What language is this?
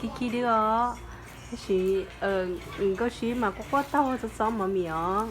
Hmong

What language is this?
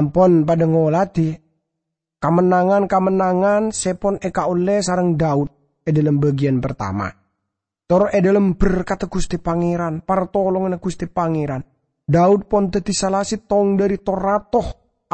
Madurese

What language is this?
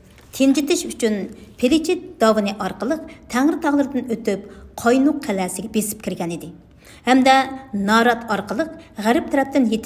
Uyghur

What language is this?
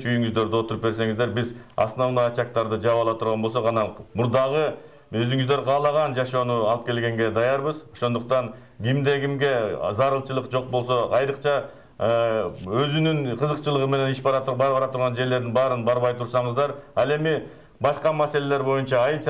Kyrgyz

